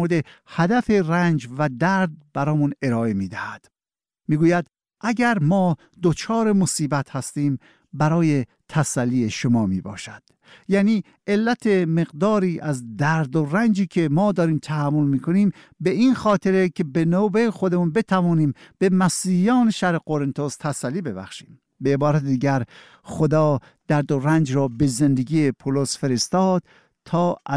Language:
Persian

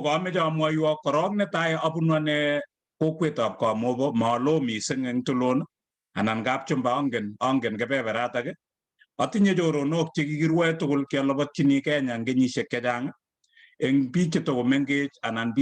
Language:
Kalenjin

